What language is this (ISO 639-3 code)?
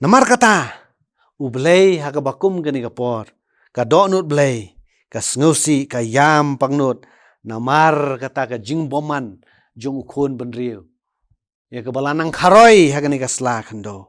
kha